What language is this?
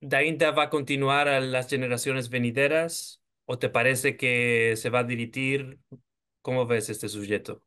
Ladino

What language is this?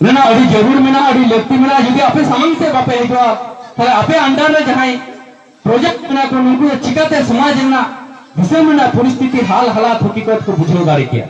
Santali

